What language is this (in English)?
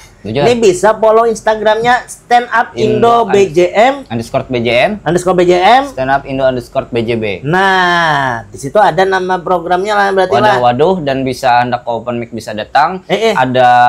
Banjar